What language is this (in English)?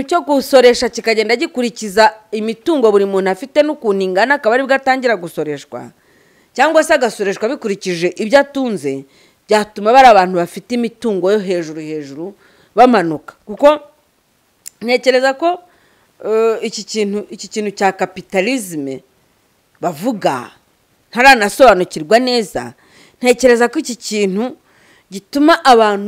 Kinyarwanda